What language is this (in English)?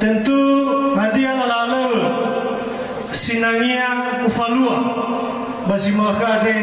Nias